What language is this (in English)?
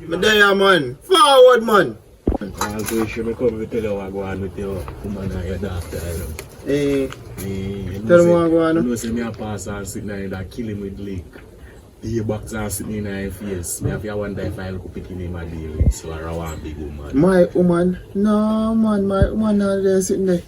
Jamaican Creole English